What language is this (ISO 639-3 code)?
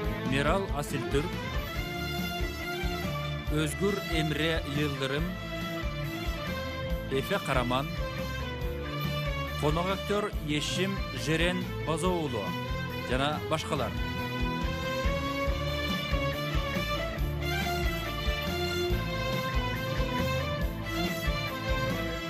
kir